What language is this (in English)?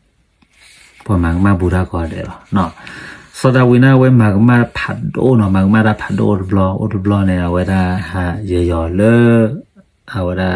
S'gaw Karen